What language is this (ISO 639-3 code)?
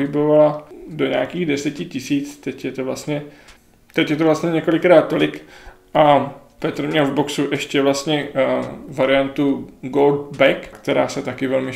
ces